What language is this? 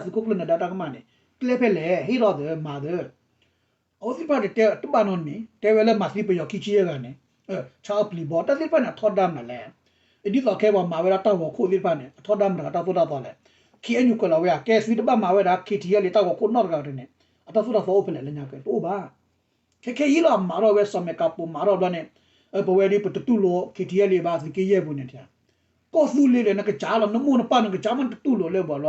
S'gaw Karen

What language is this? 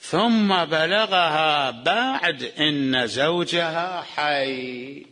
Mesopotamian Arabic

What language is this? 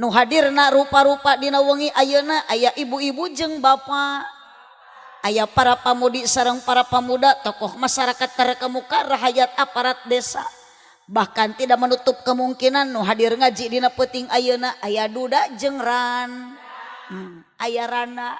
Sundanese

